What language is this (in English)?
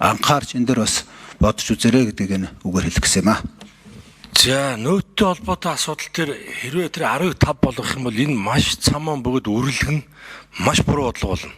Mongolian